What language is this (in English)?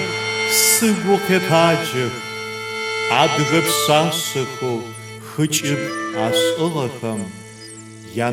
Adyghe